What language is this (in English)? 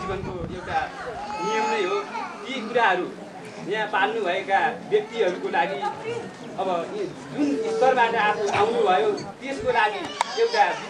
Nepali